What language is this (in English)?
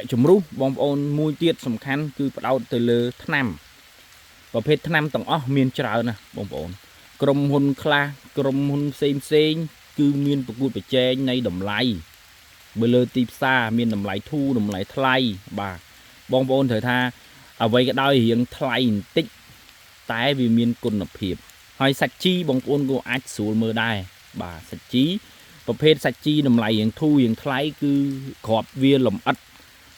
Khmer